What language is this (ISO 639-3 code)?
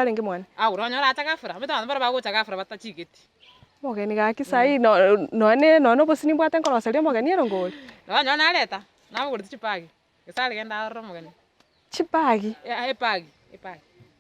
guz